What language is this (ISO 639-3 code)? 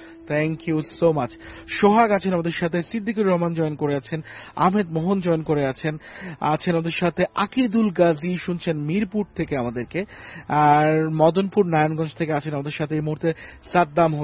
ben